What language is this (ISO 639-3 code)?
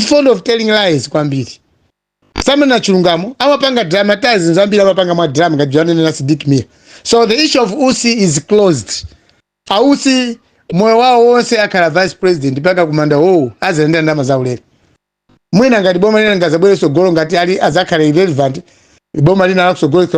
nya